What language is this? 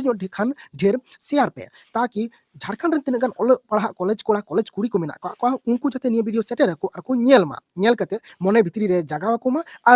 Santali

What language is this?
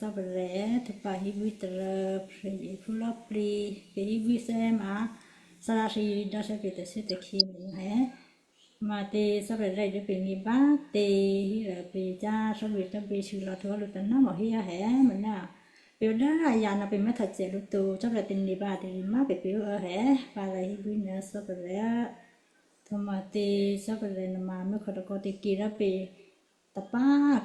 Western Kayah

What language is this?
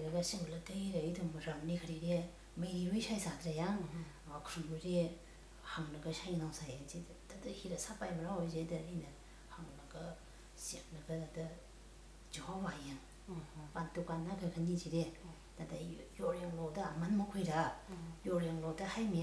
Tangkhul Naga (India)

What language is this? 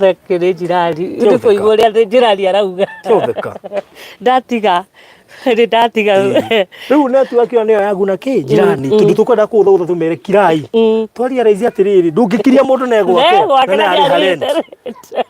Kikuyu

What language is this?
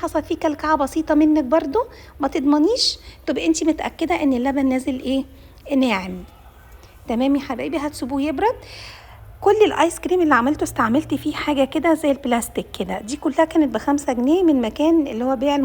Egyptian Arabic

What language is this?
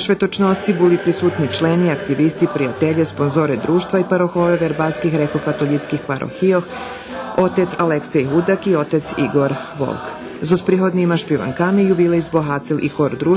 Rusyn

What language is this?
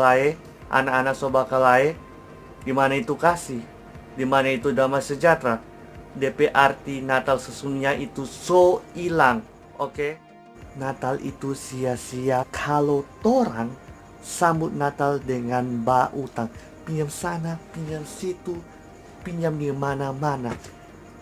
Manado Malay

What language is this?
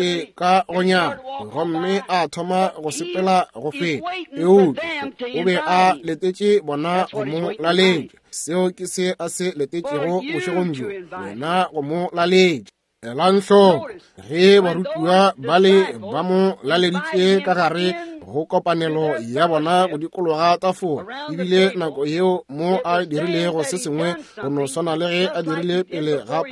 Northern Sotho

